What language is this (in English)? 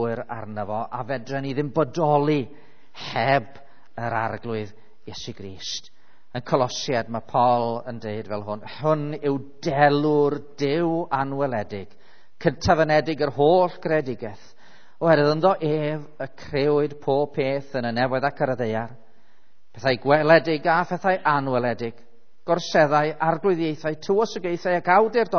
Welsh